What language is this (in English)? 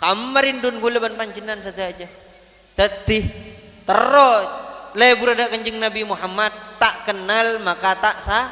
Madurese